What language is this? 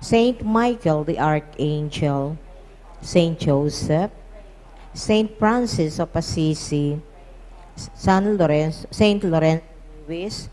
Pampanga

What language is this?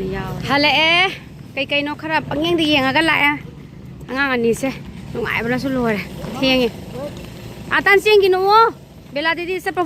Manipuri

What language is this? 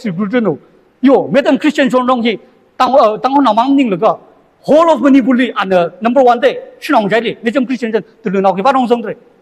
Tangkhul Naga (India)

